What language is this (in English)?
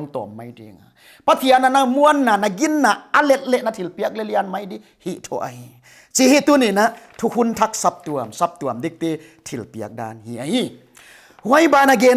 Paite Chin